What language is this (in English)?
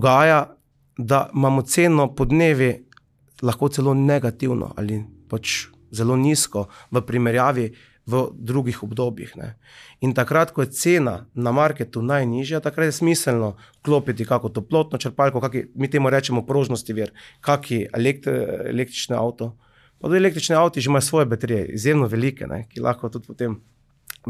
Slovenian